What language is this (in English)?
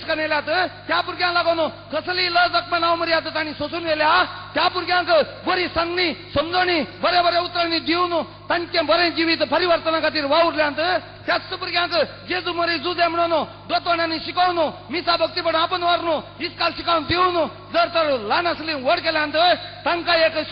Konkani